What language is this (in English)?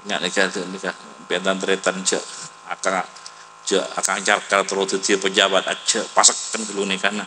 Madurese